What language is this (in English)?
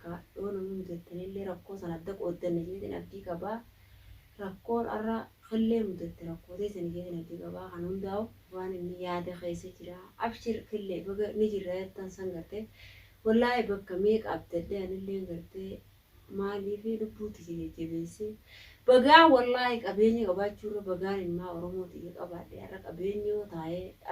Oromo